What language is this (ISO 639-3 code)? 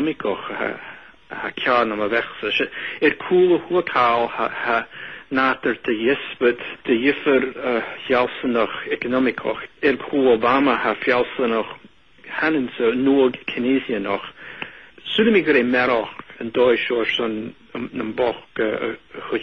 gla